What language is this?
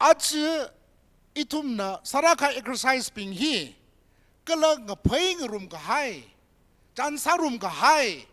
Tangkhul Naga (India)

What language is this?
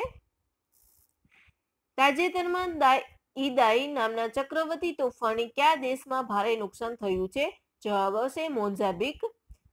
Gujarati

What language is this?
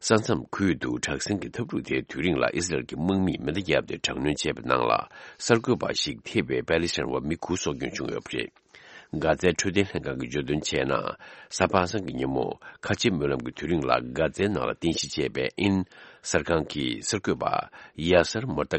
Tibetan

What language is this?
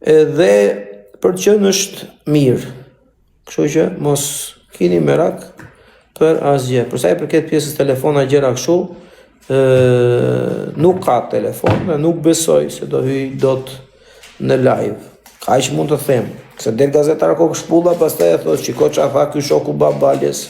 Albanian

